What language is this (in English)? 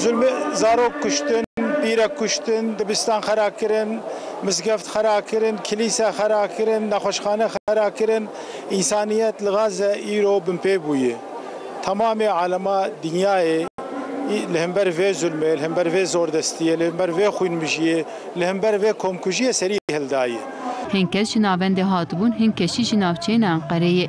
Kurdish